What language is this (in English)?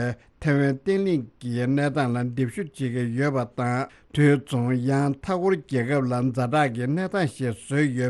Tibetan